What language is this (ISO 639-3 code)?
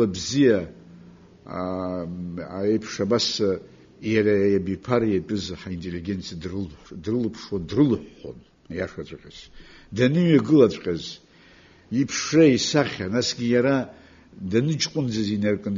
abk